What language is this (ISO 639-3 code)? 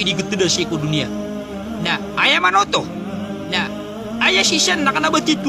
mrw